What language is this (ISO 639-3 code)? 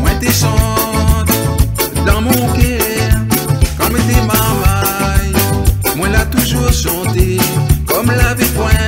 rcf